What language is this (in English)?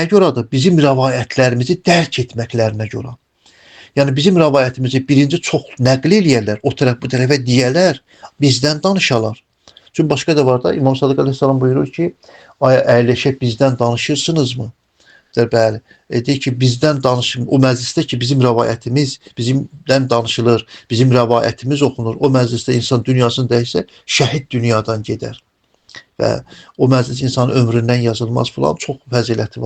Azerbaijani